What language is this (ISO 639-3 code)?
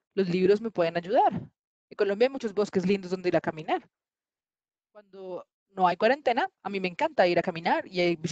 spa